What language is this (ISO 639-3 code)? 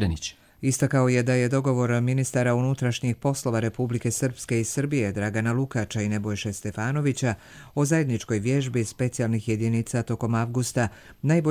bos